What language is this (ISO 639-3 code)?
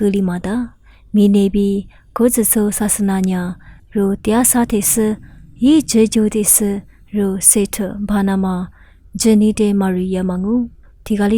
lis